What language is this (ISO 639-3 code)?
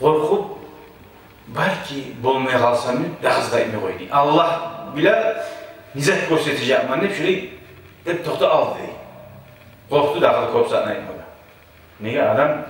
kum